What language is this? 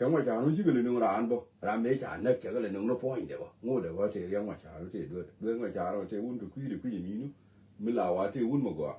Nuer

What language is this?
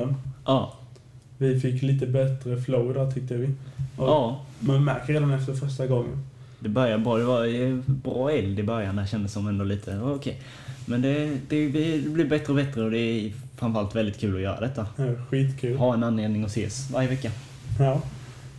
Swedish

